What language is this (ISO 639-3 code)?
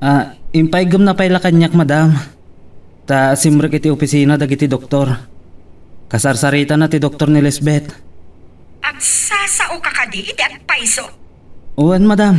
ilo